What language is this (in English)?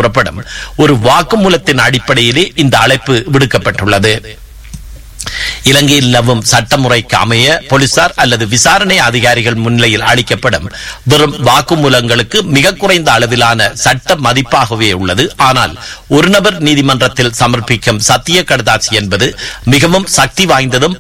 Tamil